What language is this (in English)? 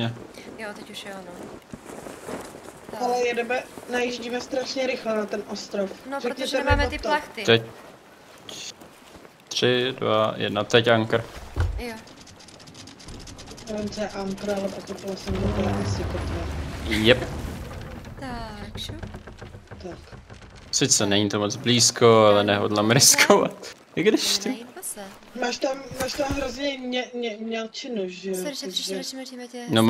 Czech